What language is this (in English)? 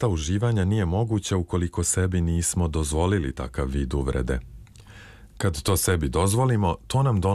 Serbian